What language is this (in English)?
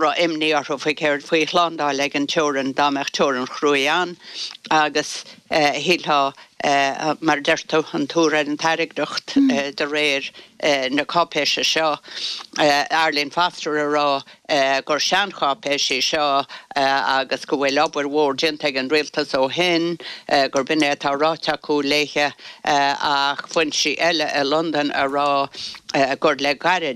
Irish